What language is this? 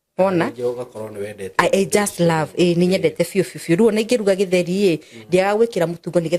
Kikuyu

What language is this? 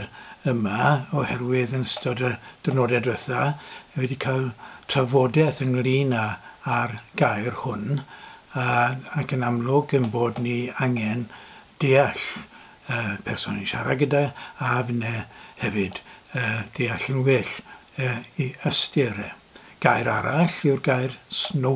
Welsh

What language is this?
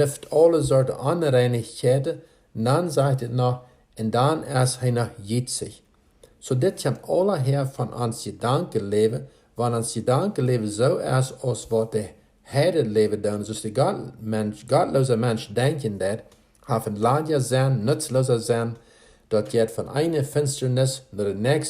Plautdietsch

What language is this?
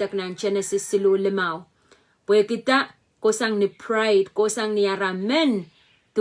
Pohnpeian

